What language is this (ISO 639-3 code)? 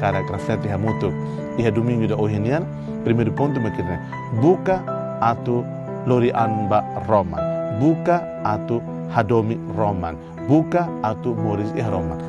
tet